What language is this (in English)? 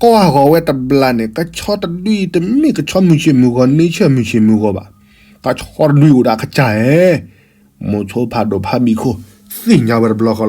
S'gaw Karen